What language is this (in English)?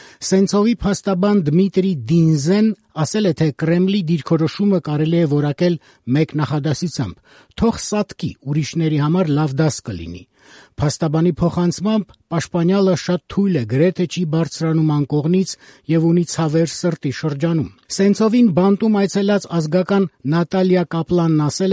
Armenian